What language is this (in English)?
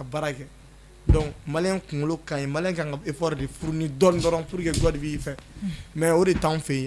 Bambara